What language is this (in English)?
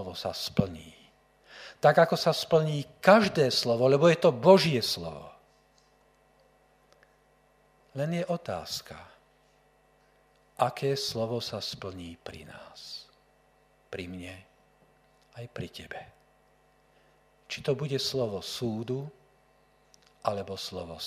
Slovak